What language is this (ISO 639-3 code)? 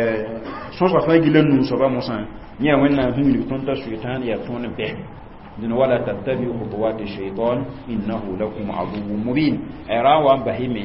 mos